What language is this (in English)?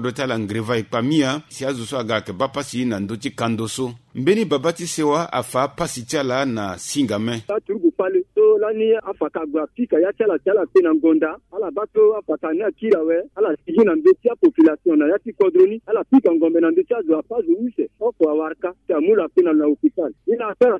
Sango